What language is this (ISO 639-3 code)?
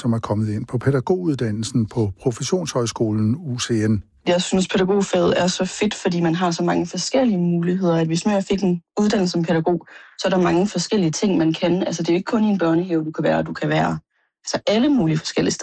dan